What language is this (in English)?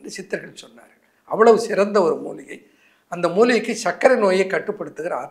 Tamil